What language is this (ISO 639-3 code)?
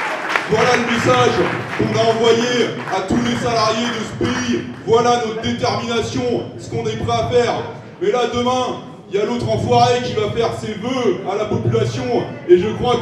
fra